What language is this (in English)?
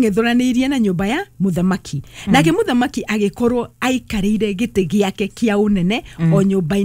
Kikuyu